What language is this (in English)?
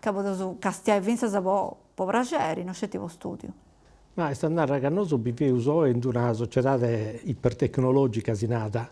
Sardinian